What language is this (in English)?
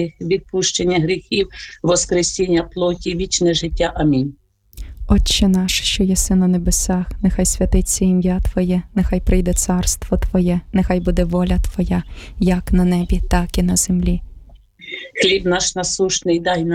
Ukrainian